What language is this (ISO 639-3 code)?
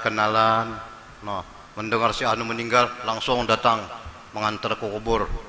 bjn